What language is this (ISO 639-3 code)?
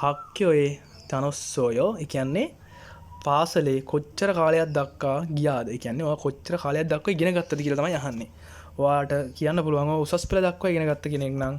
sin